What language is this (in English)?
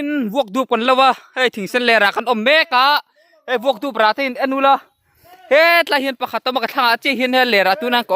Mizo